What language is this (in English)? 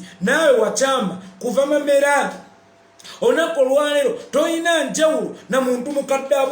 Ganda